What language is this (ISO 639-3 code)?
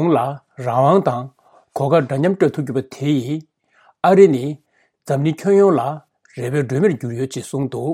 bod